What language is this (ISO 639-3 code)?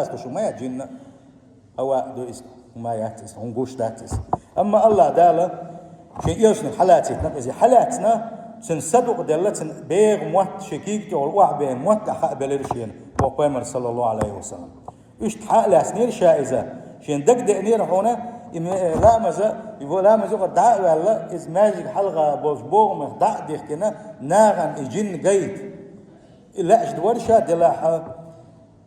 che